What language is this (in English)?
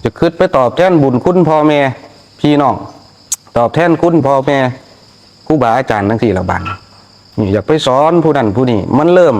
Northeastern Thai